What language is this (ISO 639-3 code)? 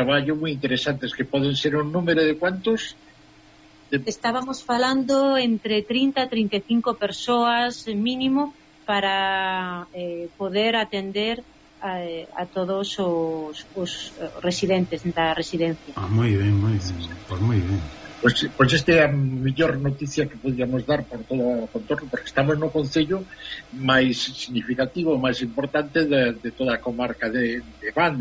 glg